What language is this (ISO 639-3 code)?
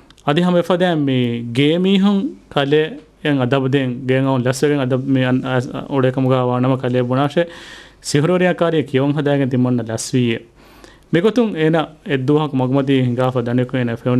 div